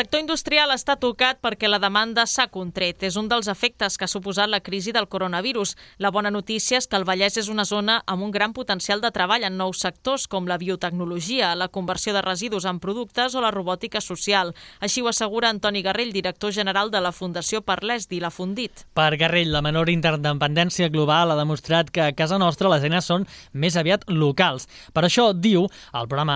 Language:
Catalan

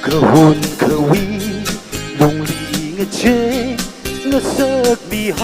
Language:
Tangkhul Naga (India)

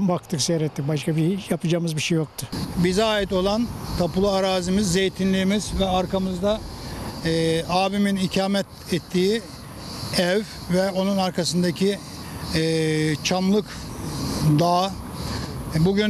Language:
Turkish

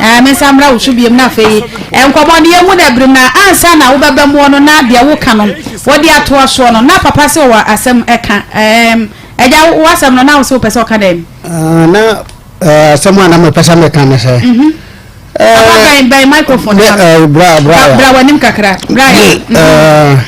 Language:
Akan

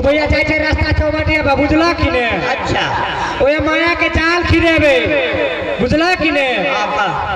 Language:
Maithili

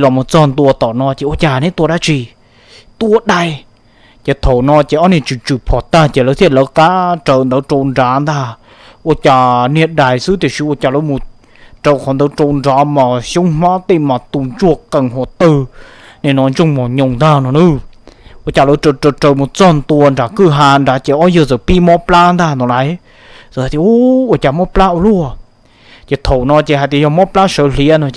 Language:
Hmong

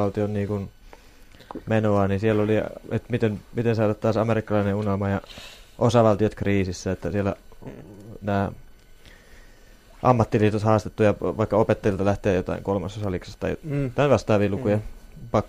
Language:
Finnish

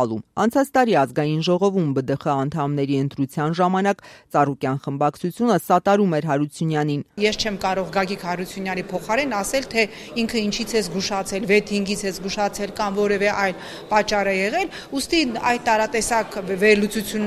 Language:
Armenian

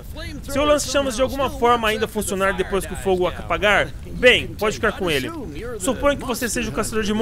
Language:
Portuguese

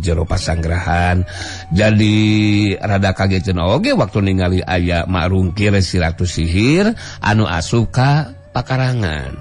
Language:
Sundanese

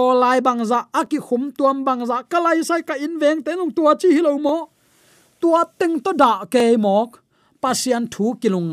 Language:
Tedim Chin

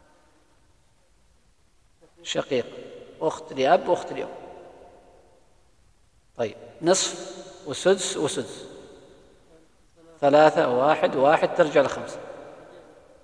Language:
Arabic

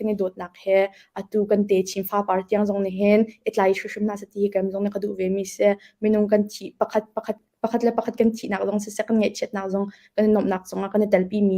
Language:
Hakha Chin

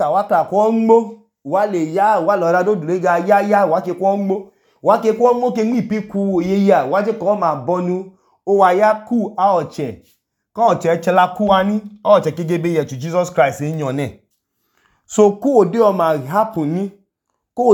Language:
Idoma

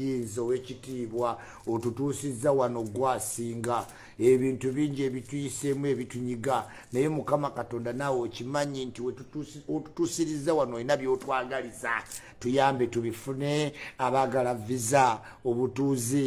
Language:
Ganda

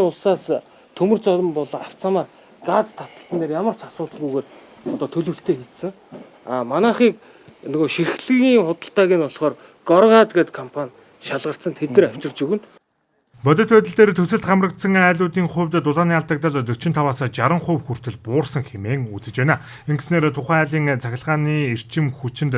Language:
Mongolian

